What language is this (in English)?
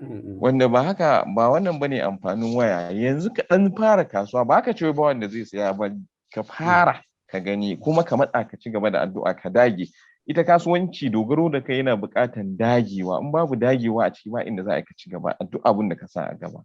Hausa